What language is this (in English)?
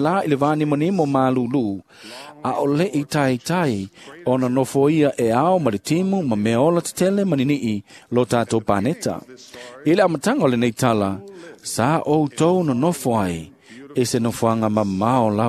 Samoan